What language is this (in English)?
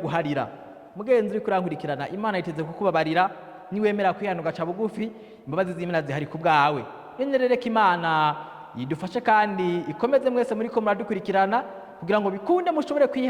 Rundi